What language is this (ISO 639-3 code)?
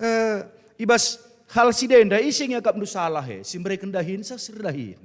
btx